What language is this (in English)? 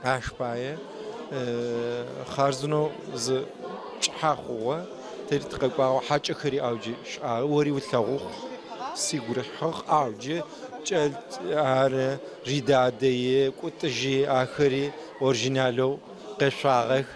Adyghe